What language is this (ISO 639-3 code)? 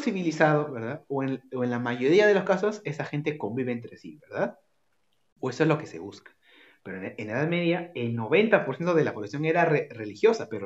spa